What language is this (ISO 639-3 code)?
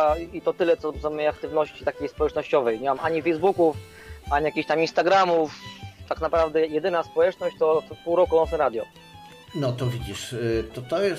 pol